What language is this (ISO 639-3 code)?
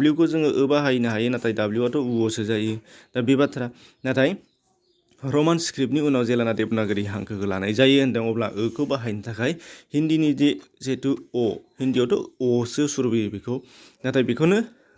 brx